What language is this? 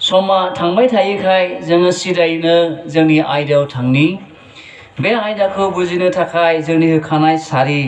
Bodo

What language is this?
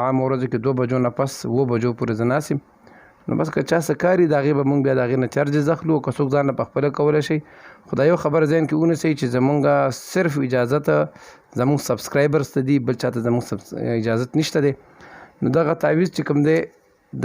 Pashto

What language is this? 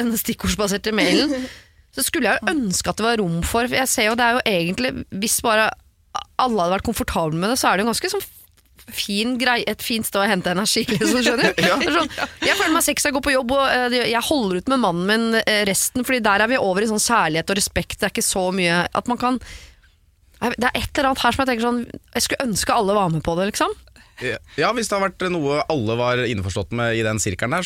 Norwegian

